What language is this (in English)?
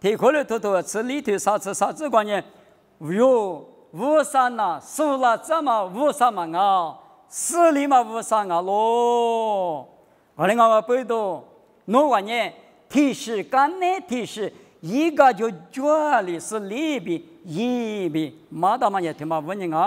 Lisu